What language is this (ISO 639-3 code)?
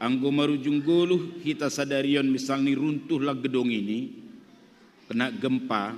bts